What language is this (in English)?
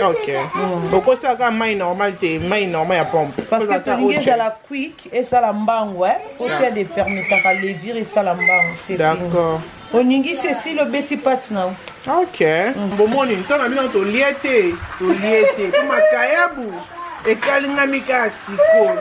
Lingala